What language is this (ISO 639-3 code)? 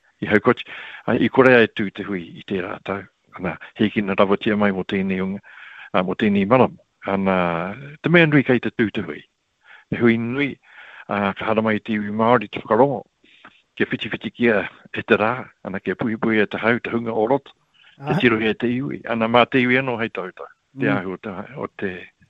mri